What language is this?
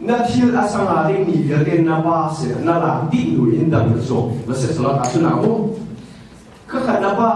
Hakha Chin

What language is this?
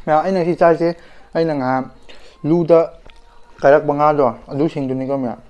Manipuri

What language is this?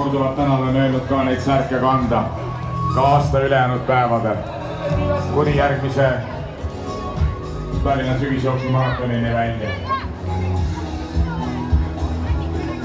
Estonian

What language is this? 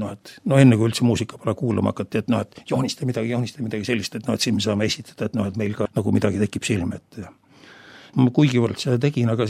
Estonian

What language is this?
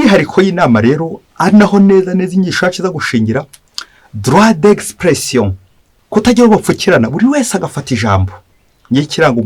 Kinyarwanda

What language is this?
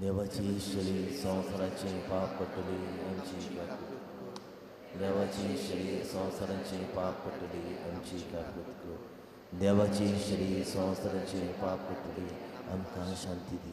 Konkani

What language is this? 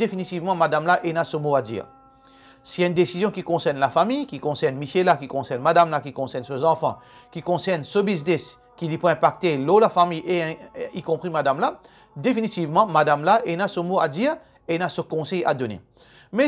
Morisyen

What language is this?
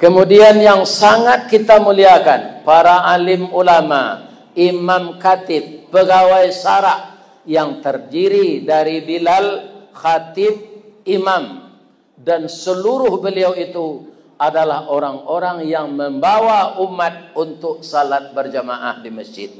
Minangkabau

